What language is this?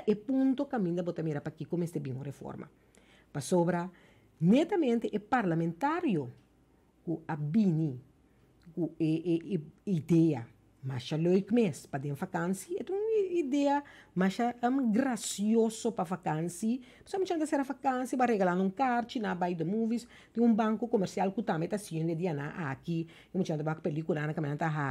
Papiamento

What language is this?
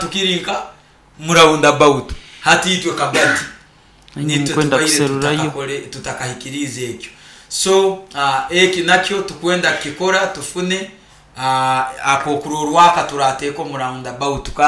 Nyoro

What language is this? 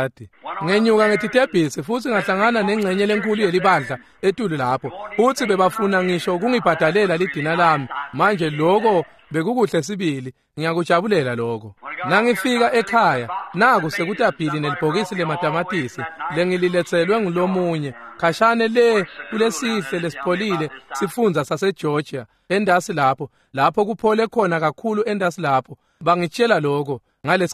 Swati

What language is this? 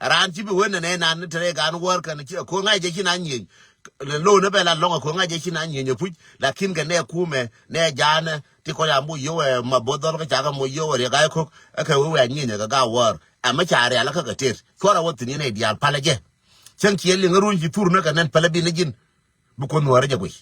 Nuer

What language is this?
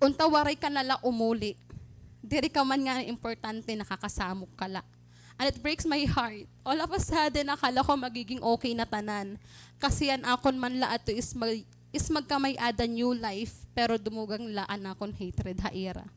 Waray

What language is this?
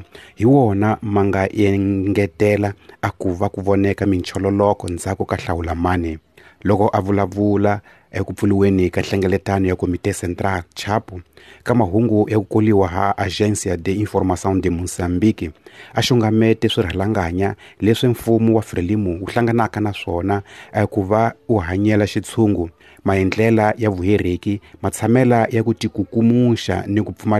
Tsonga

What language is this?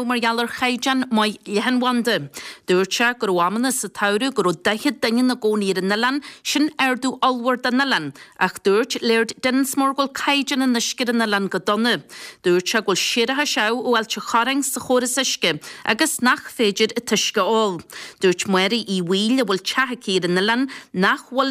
Irish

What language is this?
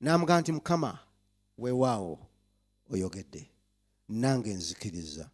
Ganda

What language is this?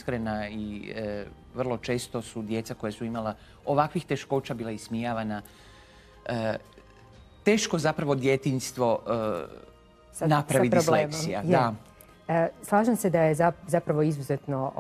Croatian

